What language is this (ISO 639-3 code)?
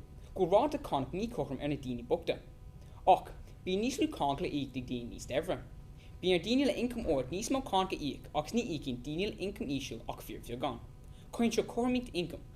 gle